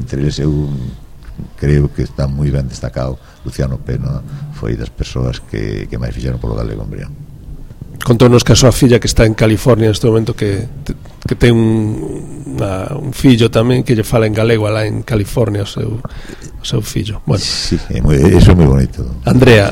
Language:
Galician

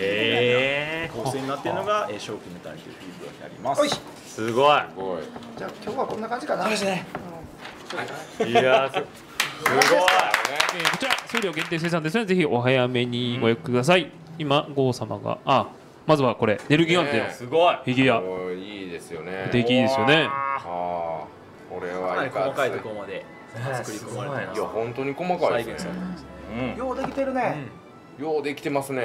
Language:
Japanese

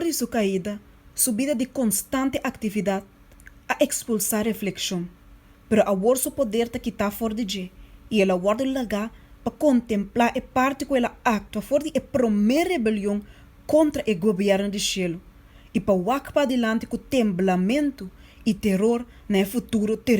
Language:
Papiamento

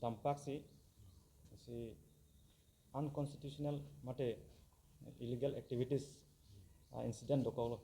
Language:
Karbi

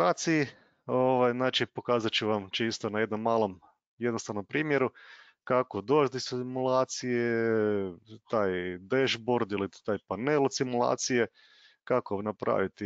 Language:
Croatian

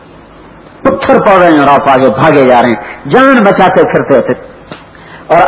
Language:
Urdu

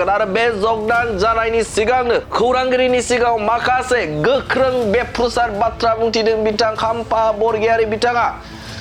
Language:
Bodo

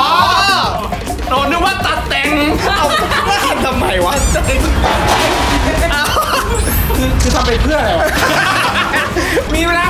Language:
Thai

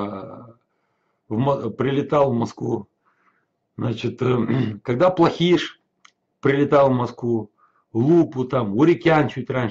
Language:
Russian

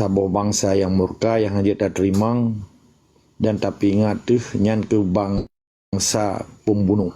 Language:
Achinese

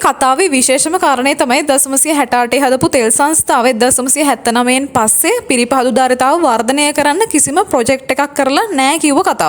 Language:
Sinhala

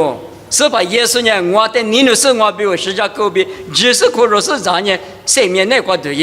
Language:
Lisu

